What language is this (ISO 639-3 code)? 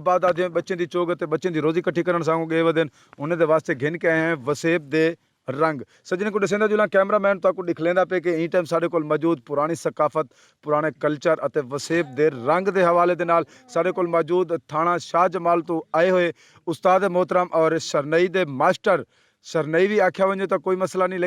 skr